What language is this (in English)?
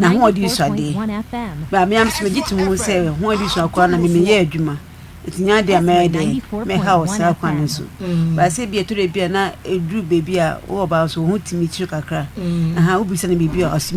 Akan